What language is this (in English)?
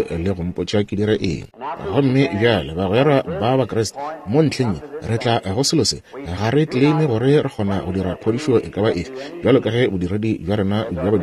Northern Sotho